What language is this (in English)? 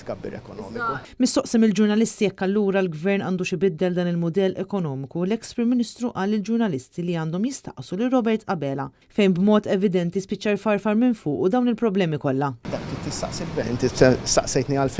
Maltese